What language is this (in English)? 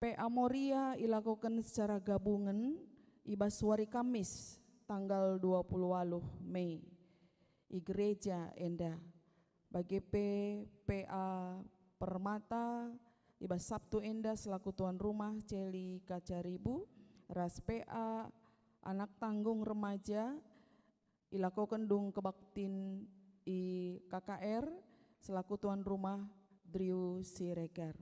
Batak Karo